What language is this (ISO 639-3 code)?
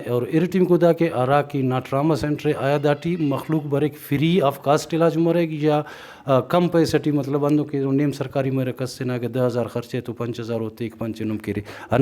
brh